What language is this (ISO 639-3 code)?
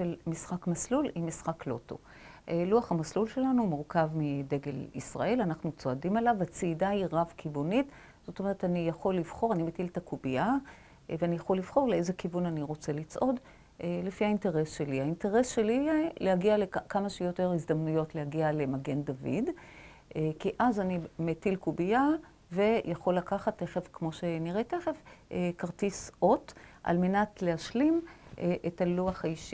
heb